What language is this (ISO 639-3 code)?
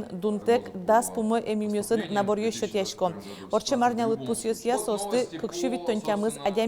udm